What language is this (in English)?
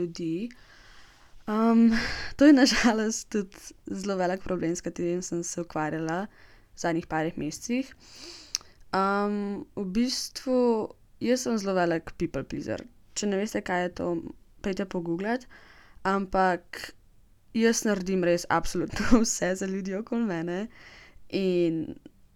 Slovenian